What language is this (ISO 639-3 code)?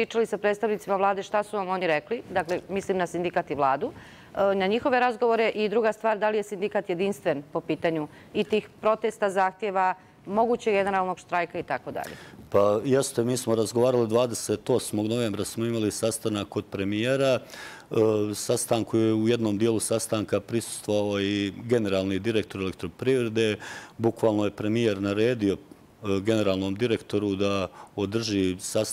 srp